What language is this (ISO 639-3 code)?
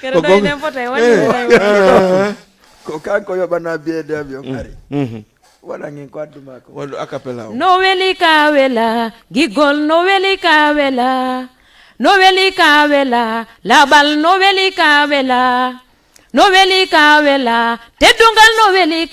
ful